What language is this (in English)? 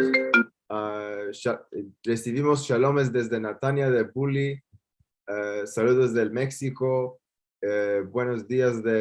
Ladino